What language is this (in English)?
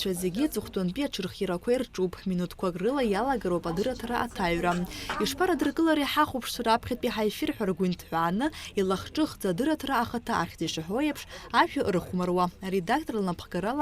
Abkhazian